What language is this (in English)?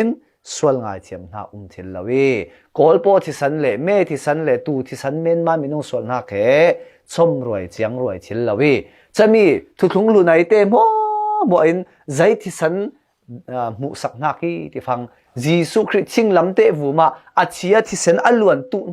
Falam Chin